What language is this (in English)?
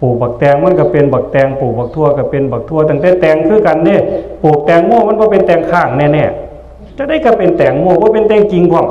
Northeastern Thai